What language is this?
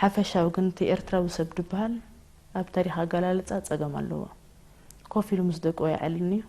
Tigrinya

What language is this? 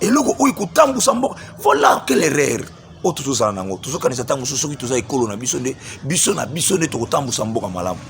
Lingala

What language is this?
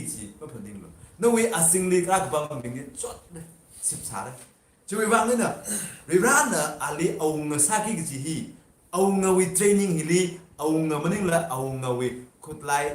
Tangkhul Naga (India)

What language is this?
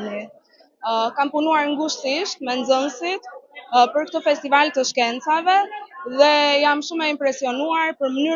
Albanian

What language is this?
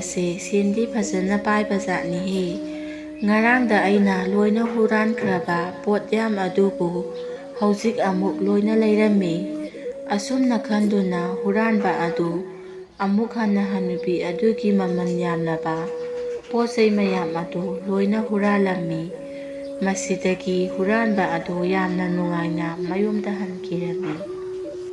Manipuri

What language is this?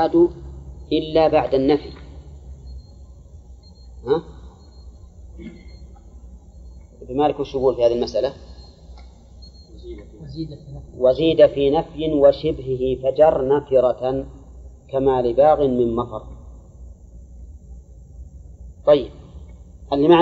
Arabic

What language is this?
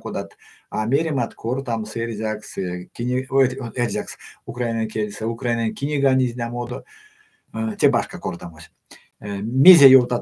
Erzya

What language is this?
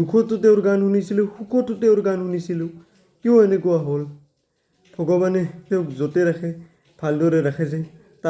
Assamese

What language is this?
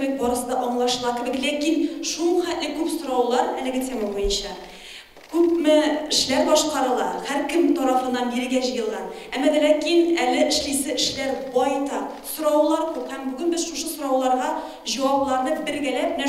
Tatar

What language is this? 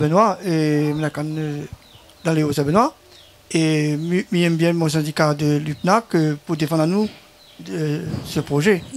Réunion Creole French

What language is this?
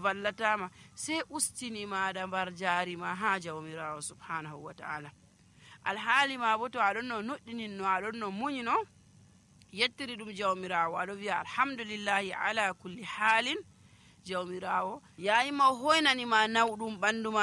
Nigerian Fulfulde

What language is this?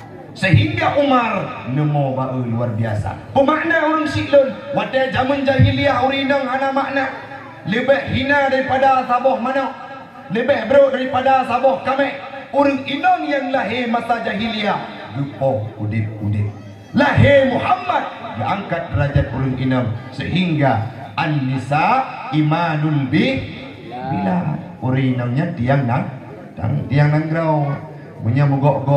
Achinese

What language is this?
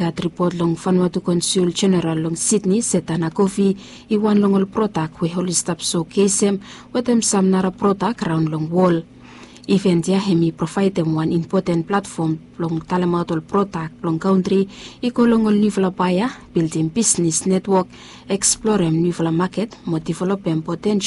Bislama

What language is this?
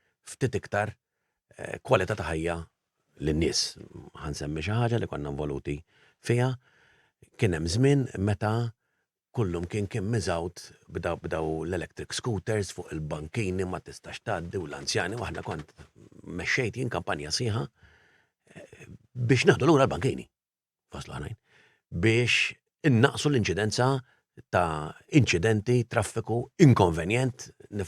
Maltese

